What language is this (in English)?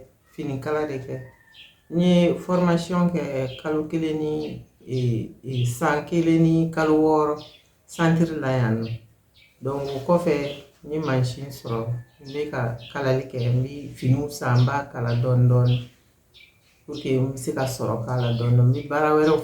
Bambara